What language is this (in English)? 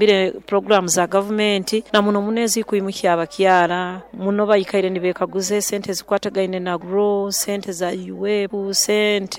Nyoro